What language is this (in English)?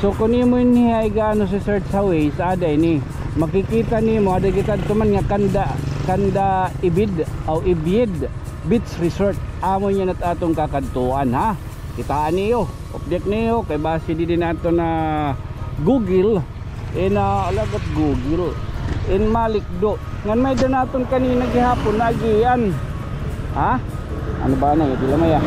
Waray